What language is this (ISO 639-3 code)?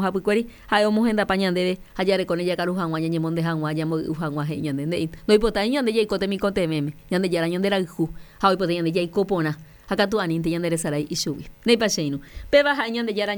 grn